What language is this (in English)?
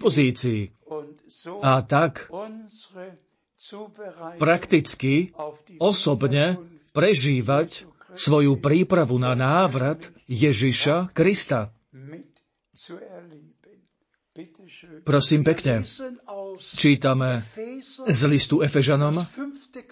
Slovak